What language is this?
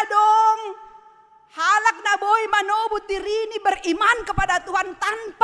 Batak Simalungun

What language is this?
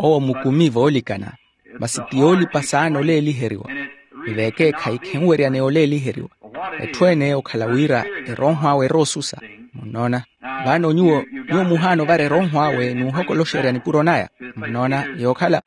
Makhuwa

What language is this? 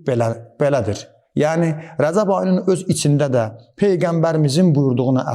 Azerbaijani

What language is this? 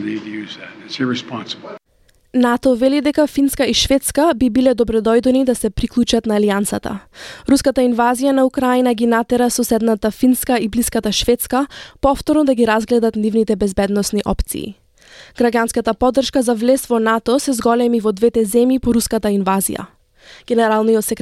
Macedonian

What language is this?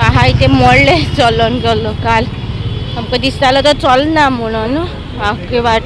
Konkani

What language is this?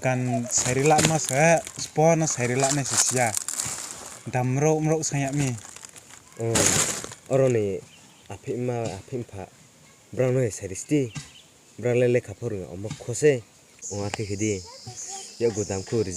Riang (India)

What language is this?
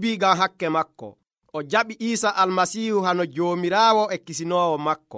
Nigerian Fulfulde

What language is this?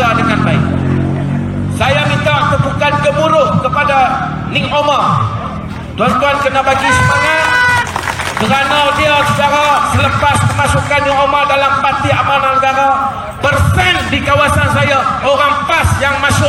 Malay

